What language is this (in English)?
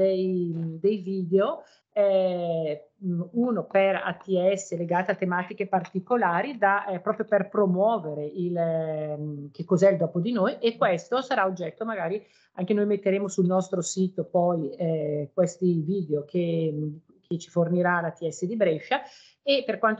Italian